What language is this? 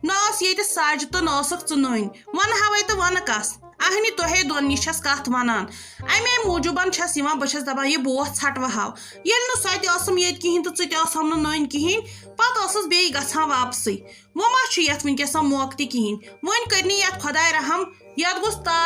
Kashmiri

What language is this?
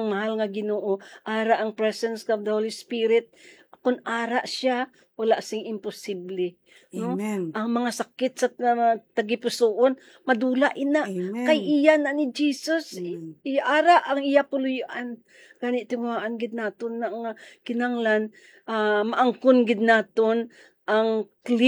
Hiligaynon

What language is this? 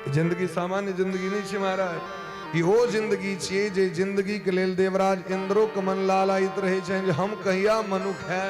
Maithili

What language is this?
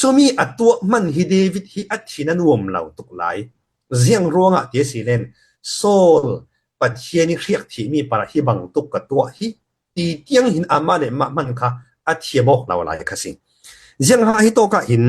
Falam Chin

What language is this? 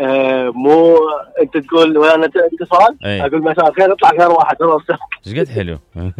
Mesopotamian Arabic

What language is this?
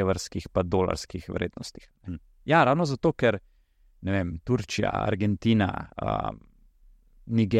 Slovenian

